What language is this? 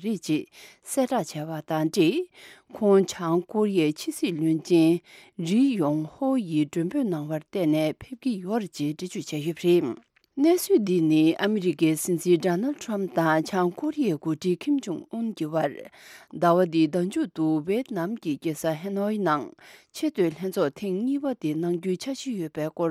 Tibetan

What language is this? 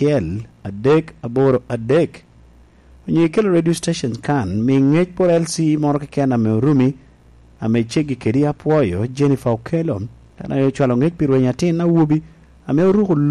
Lango (Uganda)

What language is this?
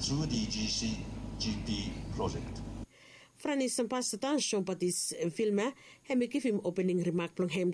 Bislama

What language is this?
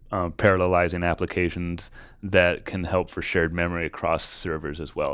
English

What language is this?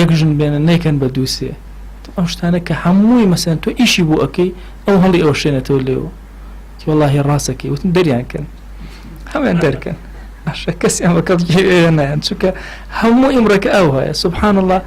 Central Kurdish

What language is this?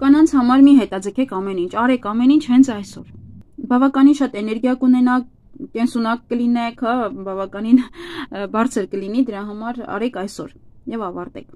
Armenian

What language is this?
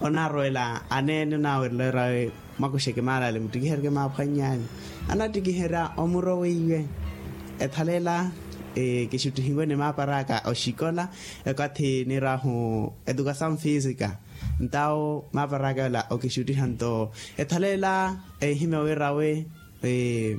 Makhuwa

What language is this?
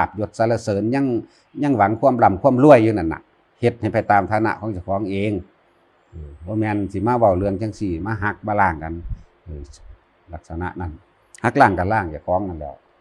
Northeastern Thai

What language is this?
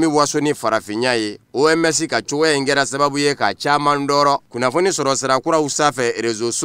Bambara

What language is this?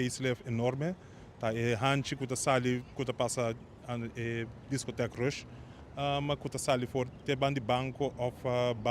Papiamento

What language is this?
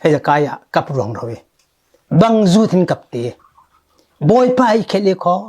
Falam Chin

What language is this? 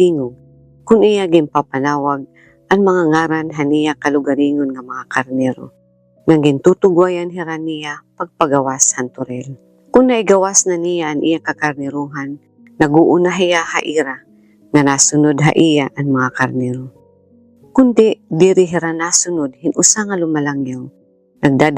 Waray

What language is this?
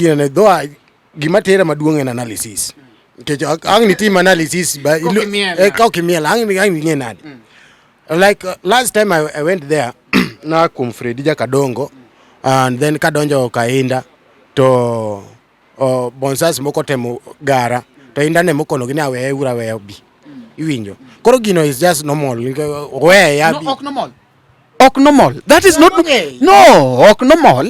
Luo (Kenya and Tanzania)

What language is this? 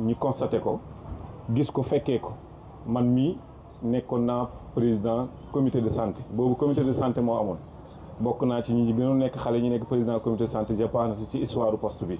Wolof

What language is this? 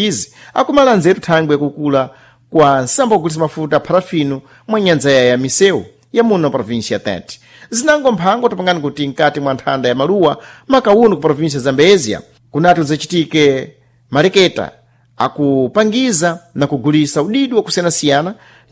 Sena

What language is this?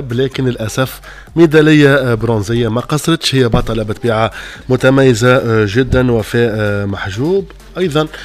Tunisian Arabic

